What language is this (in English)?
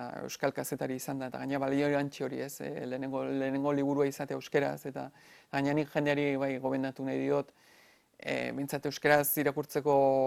Basque